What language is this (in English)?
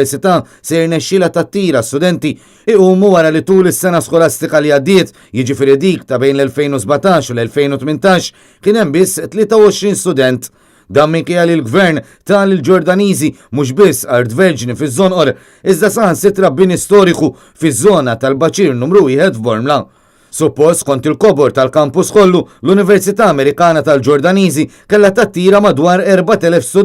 Maltese